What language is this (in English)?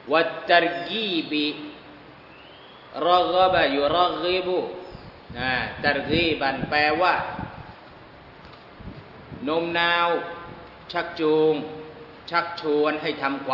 Thai